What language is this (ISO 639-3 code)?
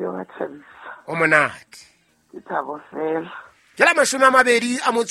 sot